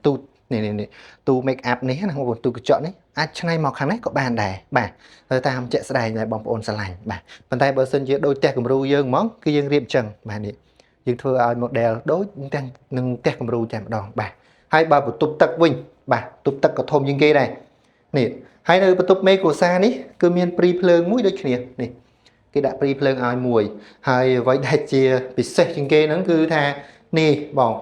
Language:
Khmer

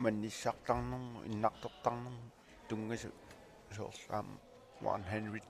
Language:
Kalaallisut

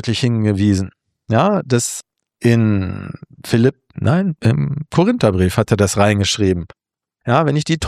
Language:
German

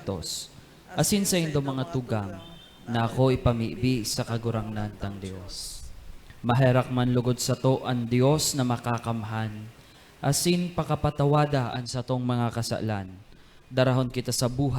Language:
Bikol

